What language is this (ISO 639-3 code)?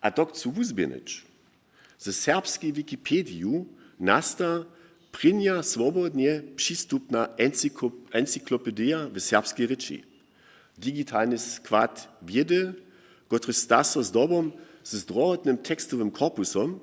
hsb